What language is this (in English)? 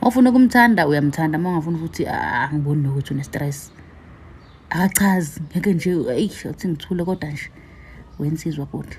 Zulu